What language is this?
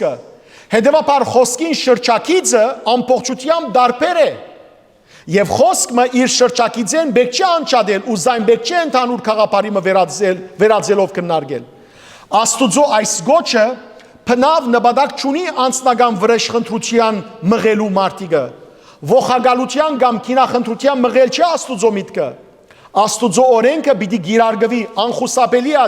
Western Armenian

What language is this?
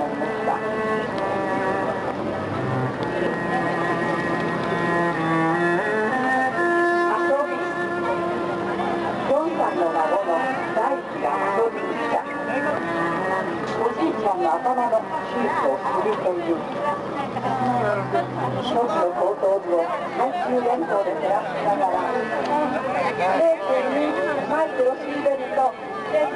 Japanese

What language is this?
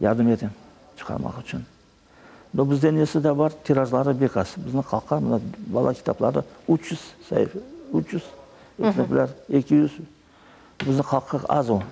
Crimean Tatar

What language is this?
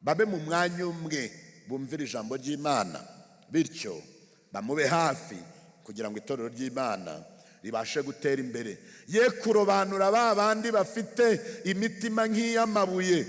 Kinyarwanda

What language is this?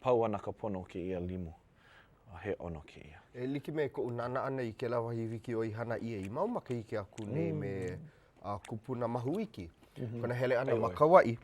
Hawaiian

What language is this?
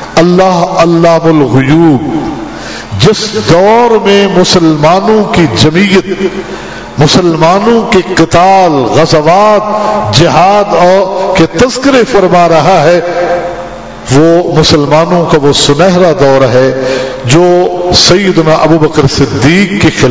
Urdu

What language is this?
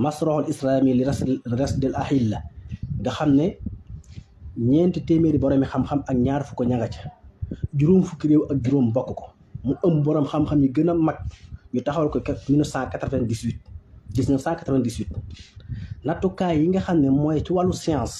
Wolof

